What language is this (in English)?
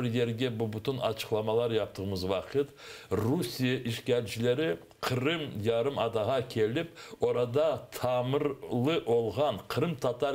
Crimean Tatar